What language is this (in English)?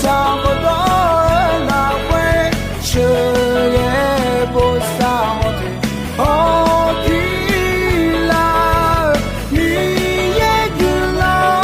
Akha